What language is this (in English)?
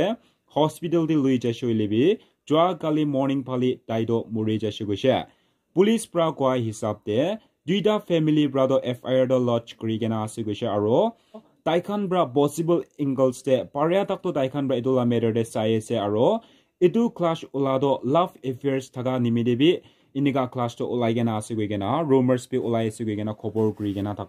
Naga Pidgin